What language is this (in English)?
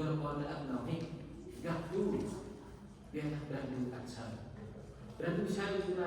Central Mnong